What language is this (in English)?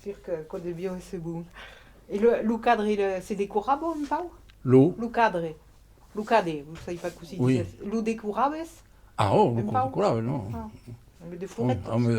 Occitan